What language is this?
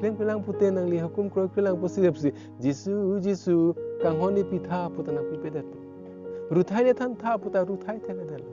Karbi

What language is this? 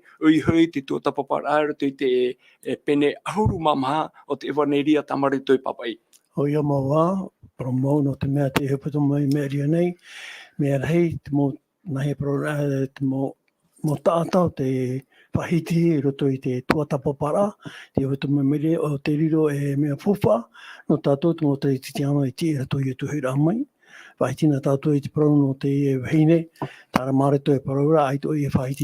Tahitian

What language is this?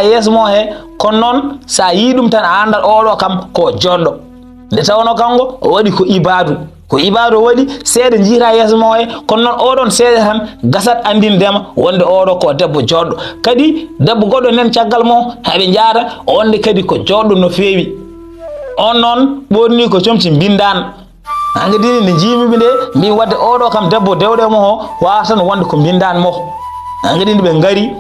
Fula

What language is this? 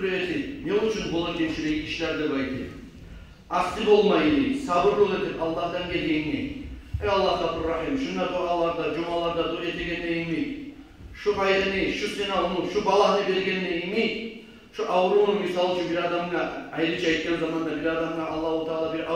Kumyk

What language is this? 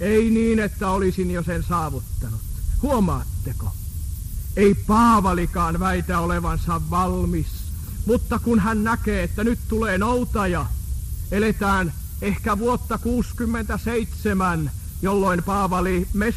Finnish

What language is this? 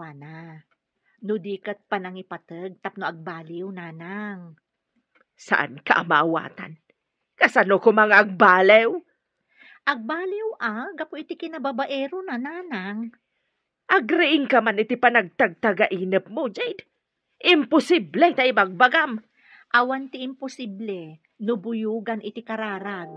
Iloko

